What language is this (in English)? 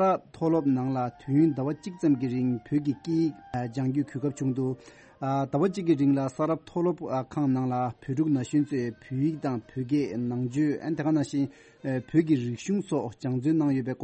Tibetan